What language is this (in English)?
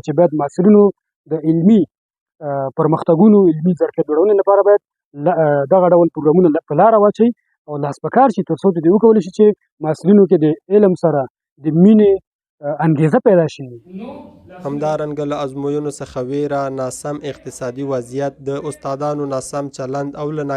Pashto